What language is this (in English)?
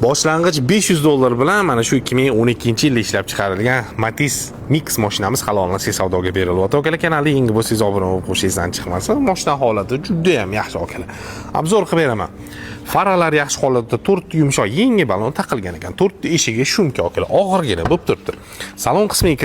Uzbek